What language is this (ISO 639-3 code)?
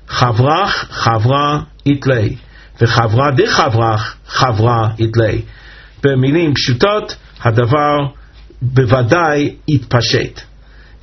heb